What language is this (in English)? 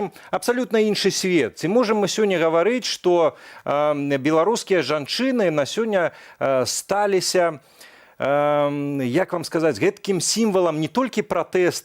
Belarusian